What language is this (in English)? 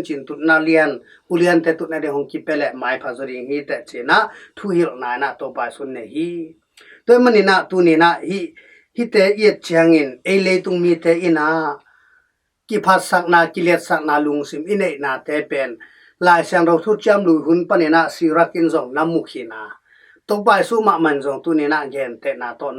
Tedim Chin